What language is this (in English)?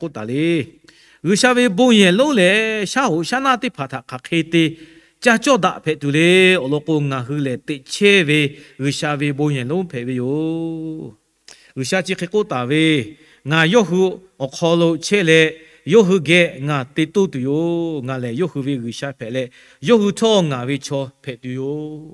Lahu